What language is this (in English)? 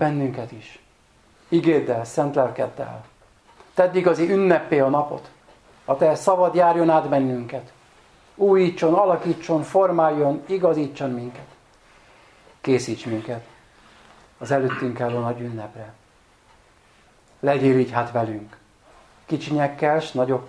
Hungarian